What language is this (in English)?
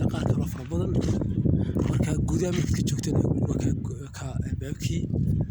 Somali